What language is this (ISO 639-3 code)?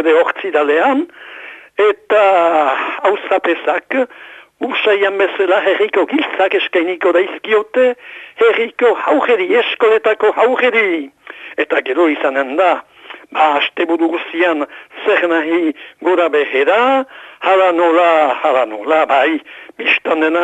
eus